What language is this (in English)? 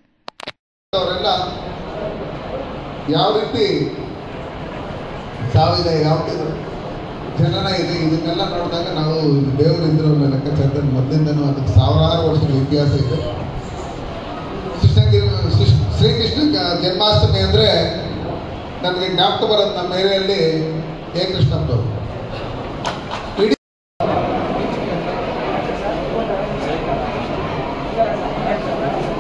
Kannada